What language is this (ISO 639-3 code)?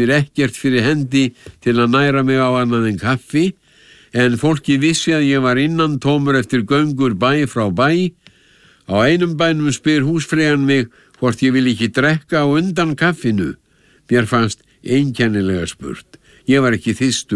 isl